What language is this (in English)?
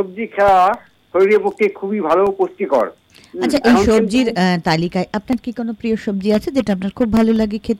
Bangla